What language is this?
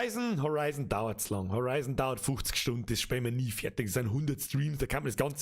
Bavarian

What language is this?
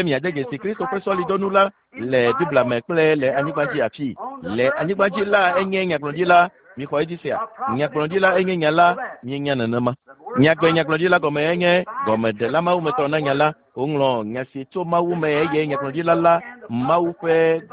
Ewe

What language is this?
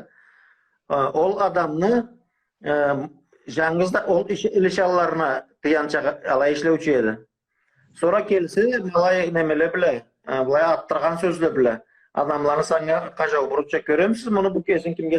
Karachay-Balkar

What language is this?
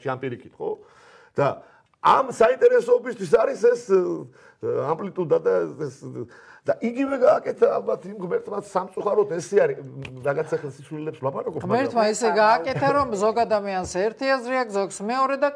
Georgian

